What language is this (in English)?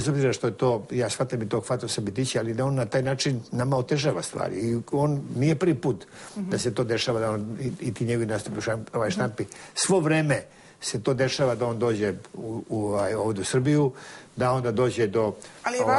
Serbian